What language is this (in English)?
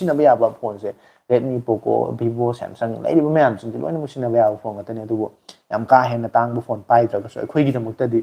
Manipuri